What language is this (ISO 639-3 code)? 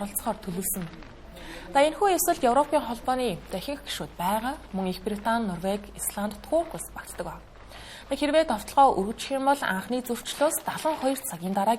mon